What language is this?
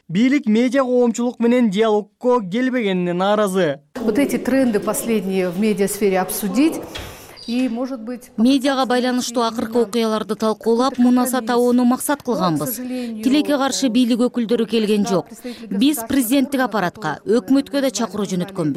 Kyrgyz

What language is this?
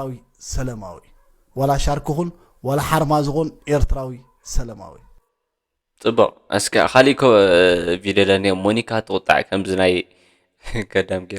Tigrinya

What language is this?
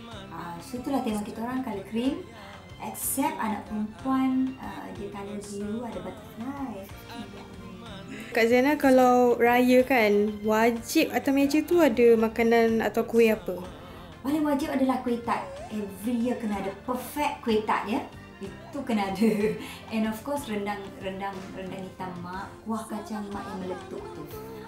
Malay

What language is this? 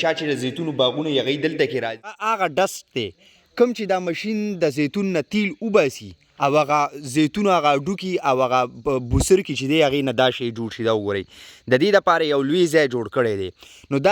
Pashto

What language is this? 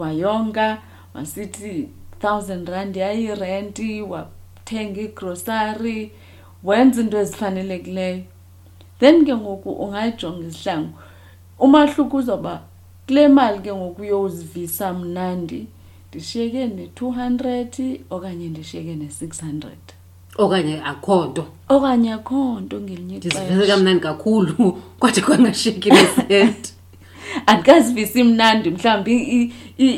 Xhosa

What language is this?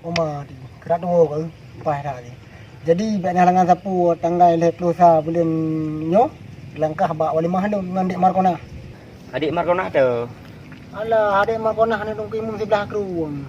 Achinese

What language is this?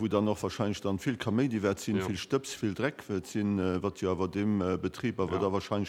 Luxembourgish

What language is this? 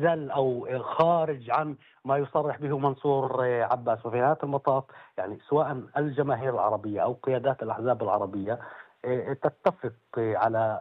North Levantine Arabic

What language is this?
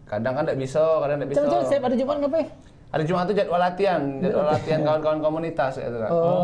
Musi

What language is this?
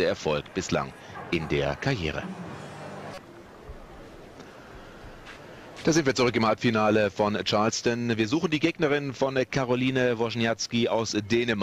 German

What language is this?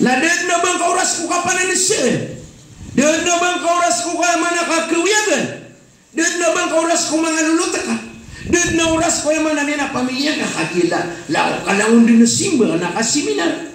Maranao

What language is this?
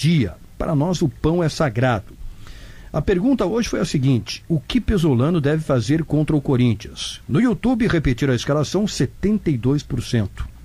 Portuguese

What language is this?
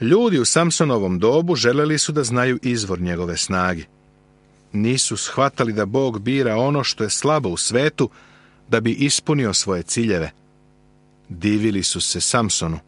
Serbian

